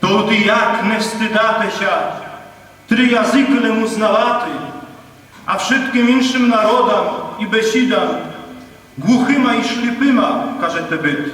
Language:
Rusyn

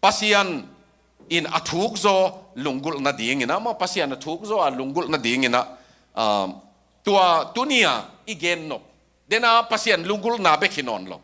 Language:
Tedim Chin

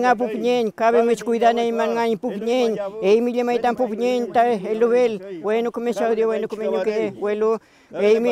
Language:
Mapuche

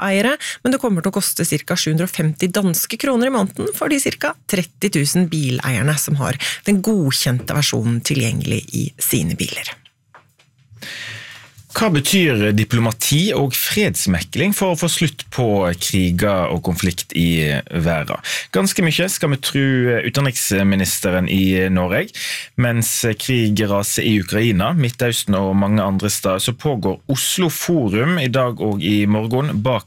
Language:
Norwegian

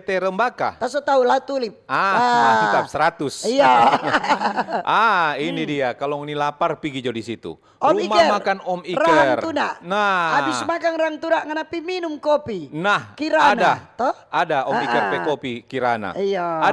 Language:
Manado Malay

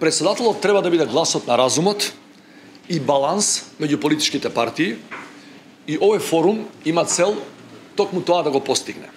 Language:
Macedonian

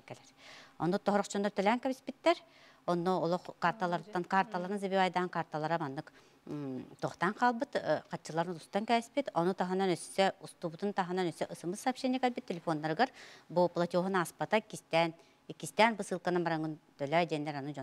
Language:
Yakut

